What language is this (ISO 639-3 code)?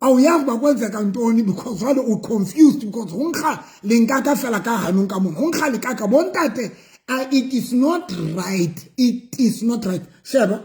sot